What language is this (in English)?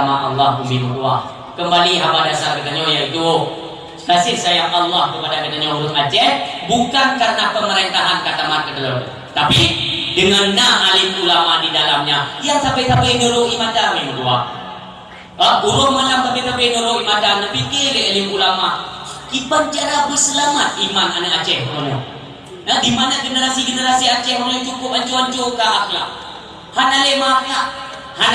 Achinese